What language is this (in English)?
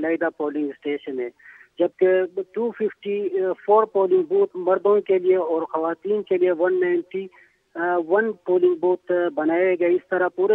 Urdu